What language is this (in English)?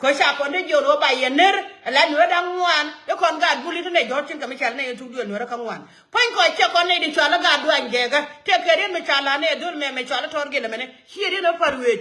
Nuer